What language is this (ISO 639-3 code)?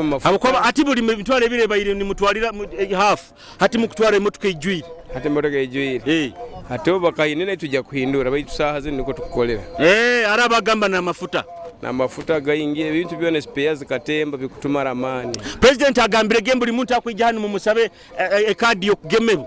nyo